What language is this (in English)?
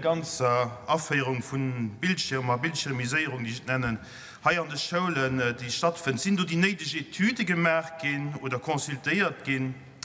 Luxembourgish